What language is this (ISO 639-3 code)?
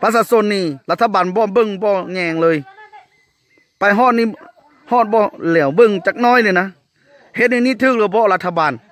lao